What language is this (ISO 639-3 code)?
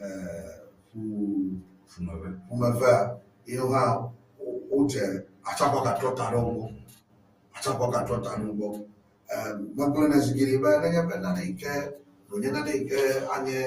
ewe